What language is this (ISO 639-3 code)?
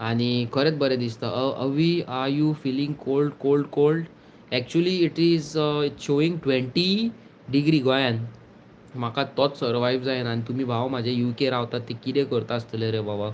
kok